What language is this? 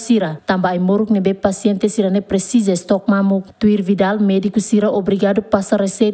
Tetum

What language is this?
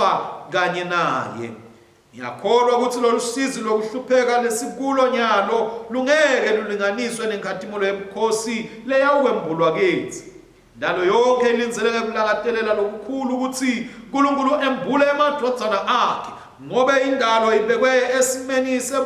Swati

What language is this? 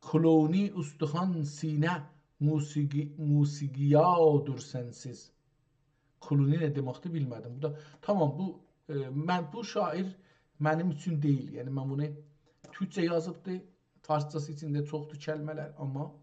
South Azerbaijani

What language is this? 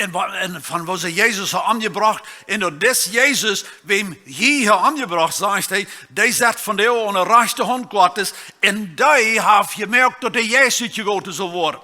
Plautdietsch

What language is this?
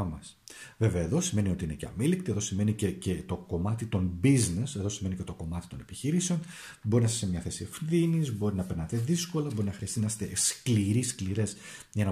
Greek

